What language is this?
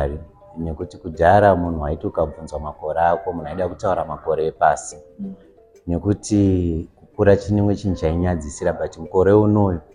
Shona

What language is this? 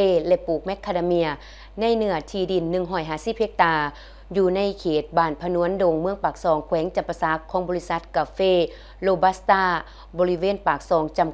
Lao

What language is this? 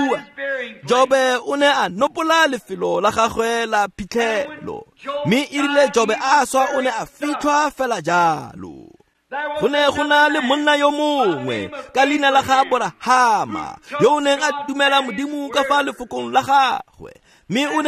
Tswana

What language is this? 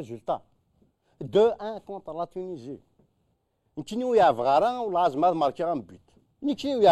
Kabyle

